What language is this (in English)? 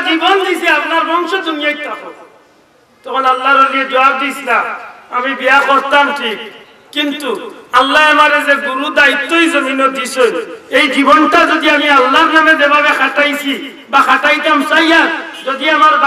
Sylheti